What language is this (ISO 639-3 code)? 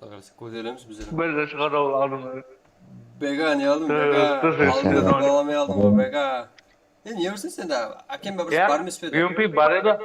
kaa